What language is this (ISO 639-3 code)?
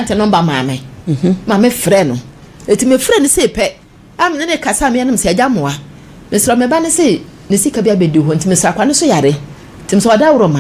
aka